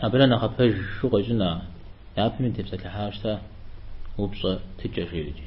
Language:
Kabardian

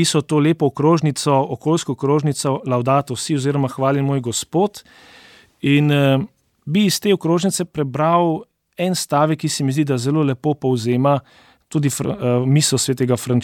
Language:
Slovenian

